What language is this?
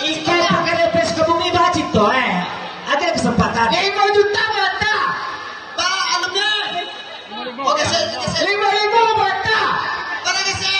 Minangkabau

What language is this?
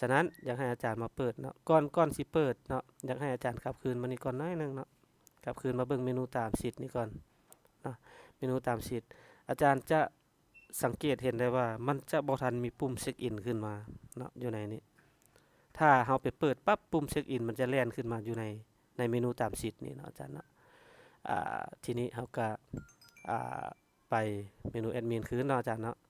Lao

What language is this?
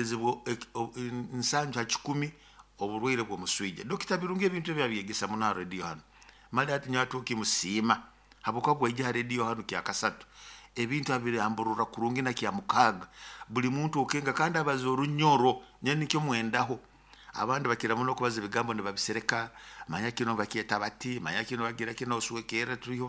Nyoro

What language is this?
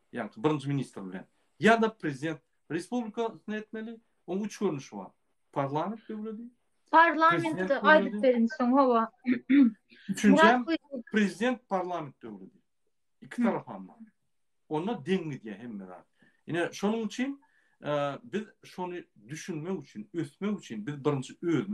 Turkmen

